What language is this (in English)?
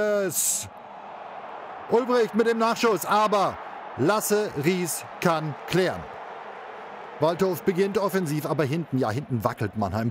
German